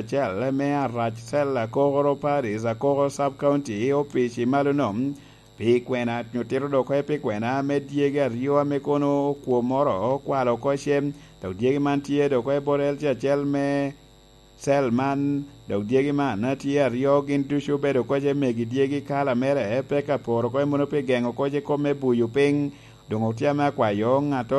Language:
Lango (Uganda)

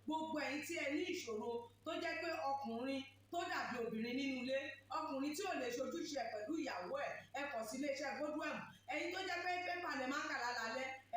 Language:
Yoruba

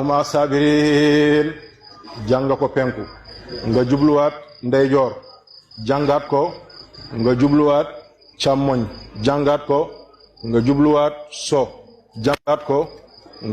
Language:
Wolof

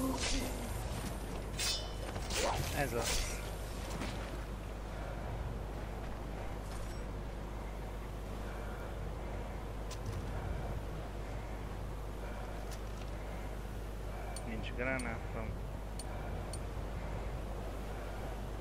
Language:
Hungarian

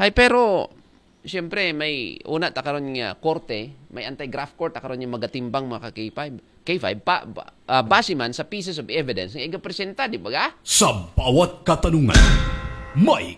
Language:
Aklanon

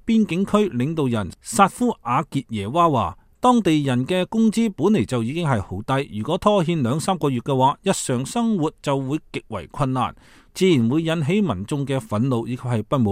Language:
Cantonese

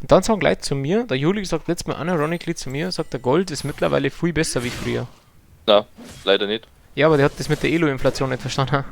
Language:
Bavarian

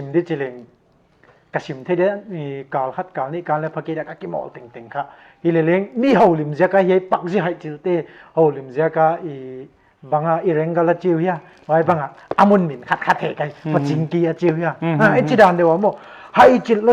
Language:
Paite Chin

